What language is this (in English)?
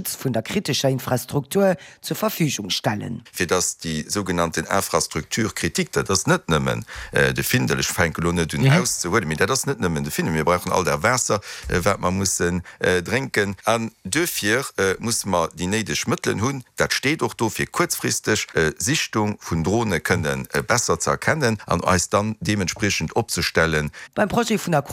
Luxembourgish